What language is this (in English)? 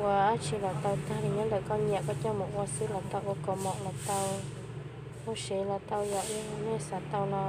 Hmong